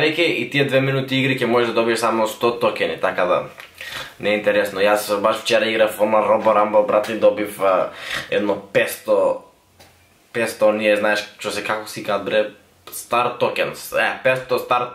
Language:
Macedonian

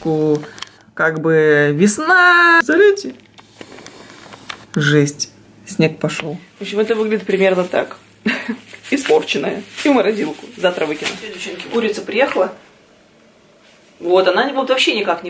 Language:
Russian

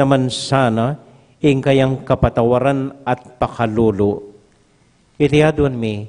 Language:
Pampanga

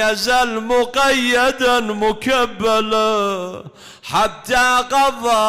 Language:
Mesopotamian Arabic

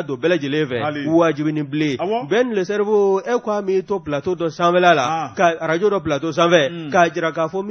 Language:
Bambara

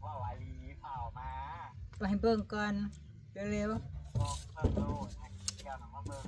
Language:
Northeastern Thai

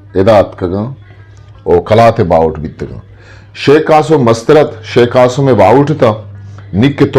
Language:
Eastern Balochi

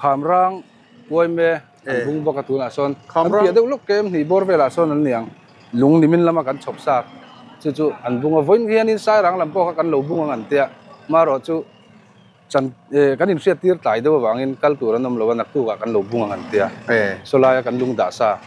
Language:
Mizo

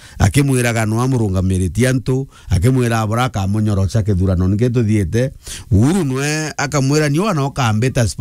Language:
Meru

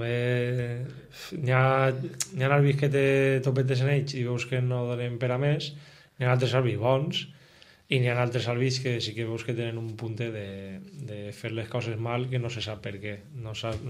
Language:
Catalan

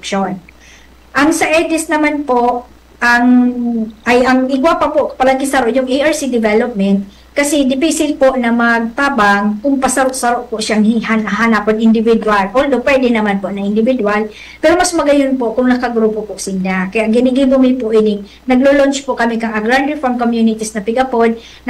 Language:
Bikol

